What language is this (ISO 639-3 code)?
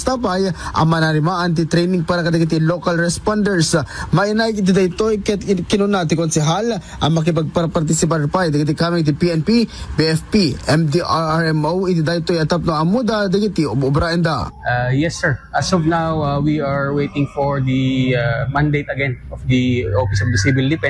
ilo